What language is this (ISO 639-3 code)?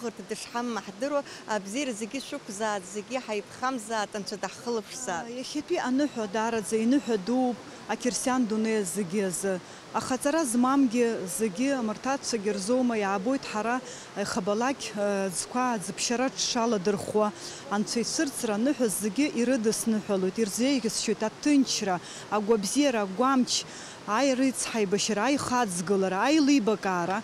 abk